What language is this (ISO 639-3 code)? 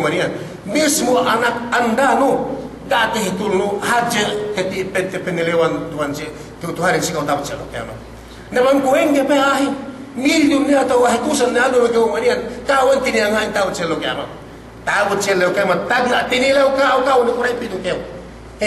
yka